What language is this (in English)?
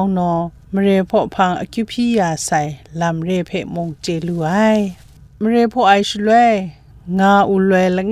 Kachin